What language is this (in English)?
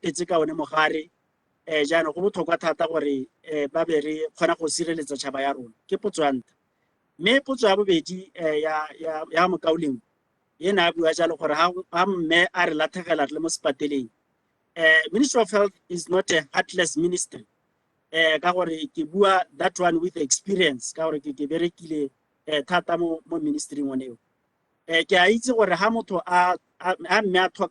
Tswana